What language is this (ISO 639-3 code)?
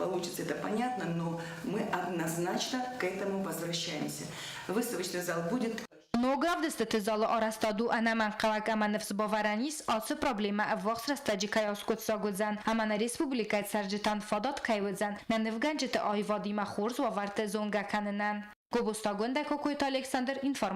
oss